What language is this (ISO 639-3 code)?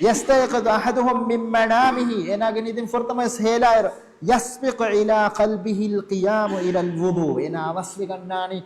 div